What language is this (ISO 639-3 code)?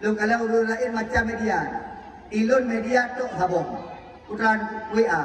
ace